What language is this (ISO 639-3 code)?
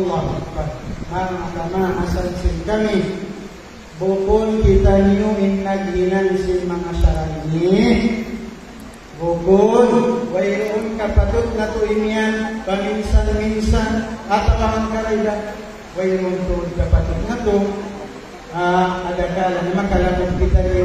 tsg